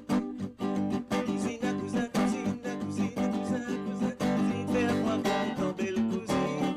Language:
Morisyen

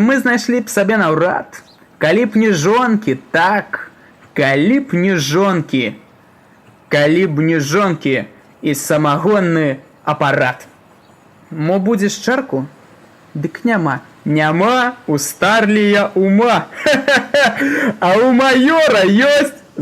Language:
Belarusian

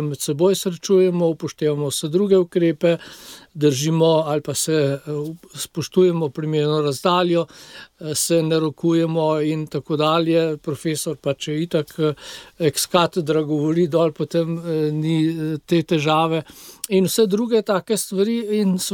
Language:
Slovenian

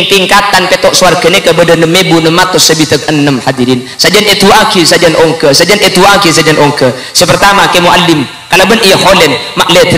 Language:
Madurese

